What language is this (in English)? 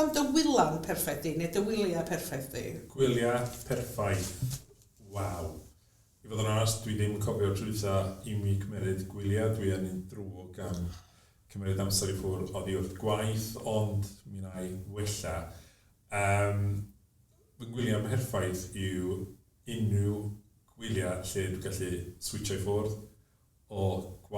Welsh